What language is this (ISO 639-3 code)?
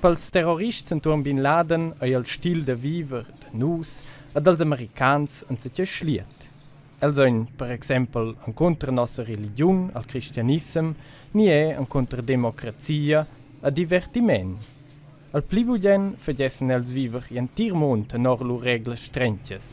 roh